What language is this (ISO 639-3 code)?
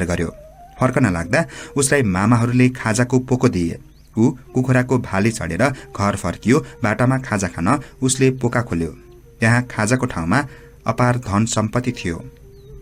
nep